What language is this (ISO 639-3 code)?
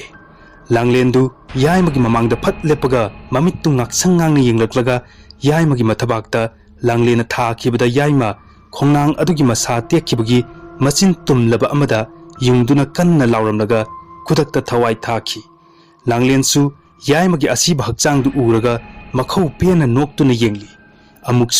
mni